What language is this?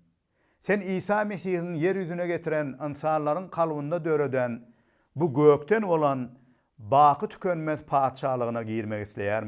Turkmen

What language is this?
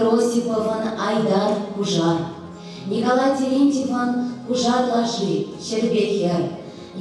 Chuvash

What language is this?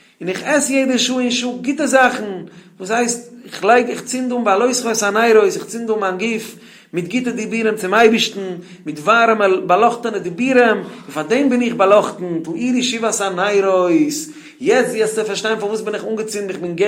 Yiddish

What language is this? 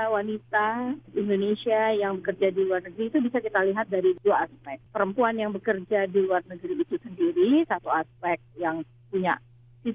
Indonesian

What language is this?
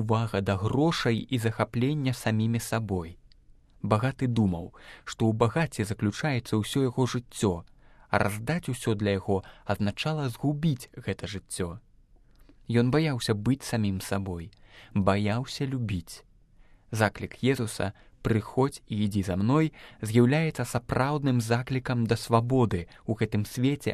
Belarusian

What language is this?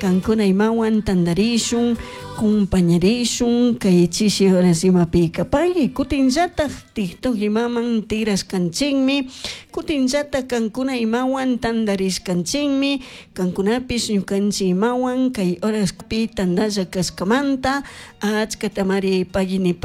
Chimborazo Highland Quichua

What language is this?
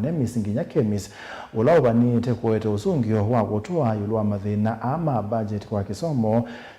Kamba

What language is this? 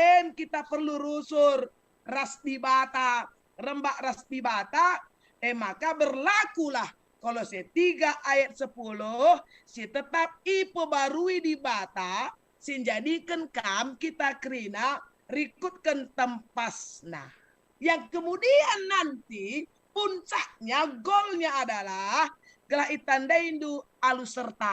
Batak Karo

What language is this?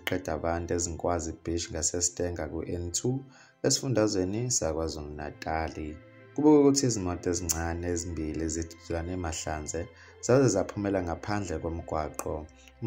Zulu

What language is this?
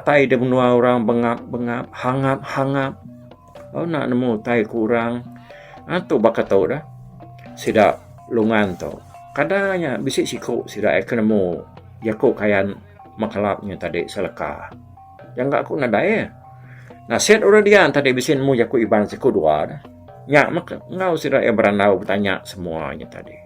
Iban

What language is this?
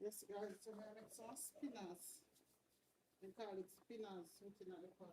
Jamaican Creole English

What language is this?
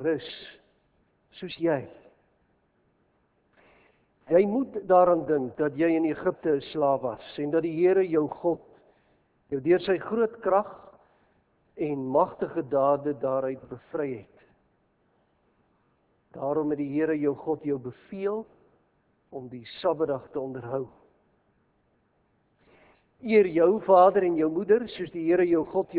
Afrikaans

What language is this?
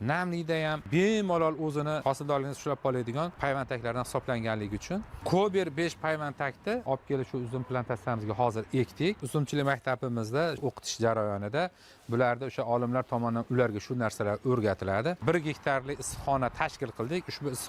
Uzbek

